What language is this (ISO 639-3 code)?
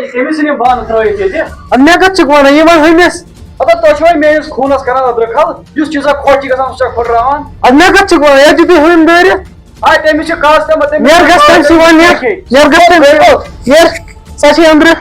kas